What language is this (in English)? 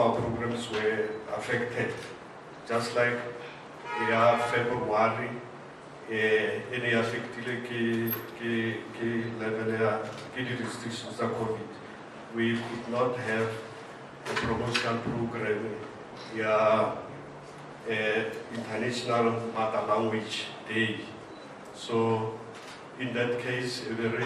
Tswana